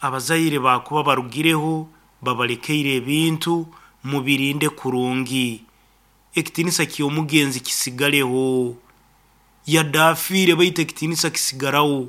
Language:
Nyoro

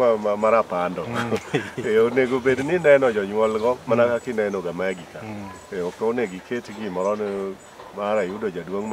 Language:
Luo (Kenya and Tanzania)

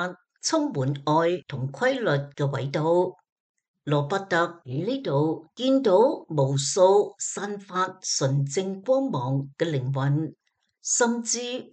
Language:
Cantonese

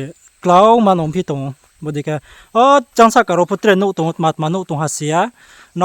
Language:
Riang (India)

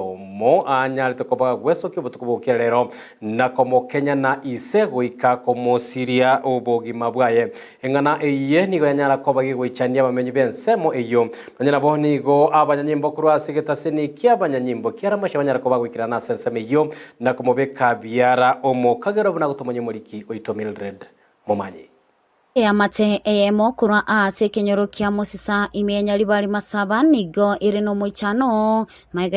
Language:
Gusii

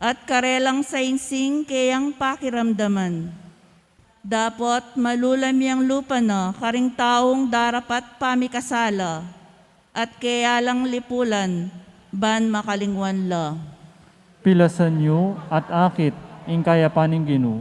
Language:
Pampanga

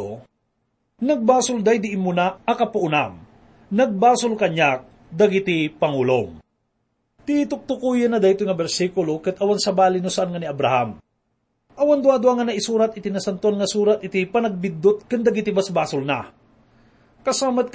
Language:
Iloko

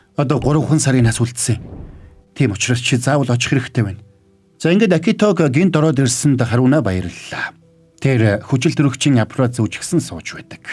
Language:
Mongolian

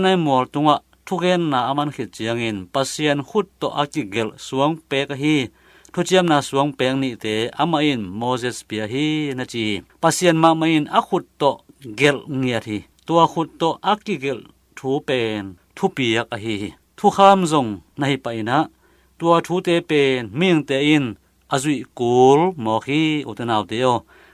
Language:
Tedim Chin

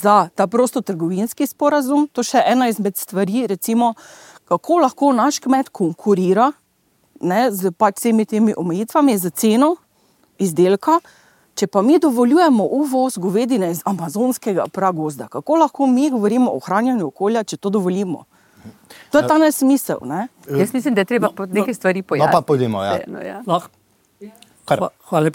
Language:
Slovenian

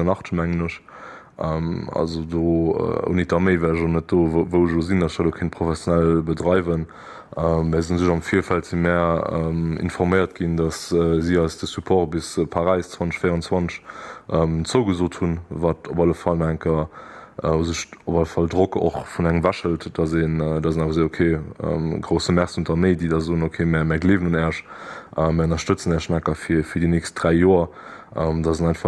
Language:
Luxembourgish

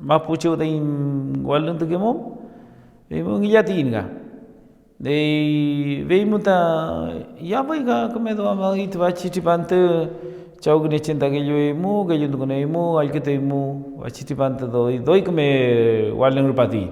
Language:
Mapuche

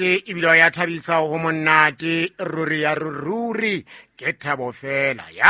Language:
Southern Sotho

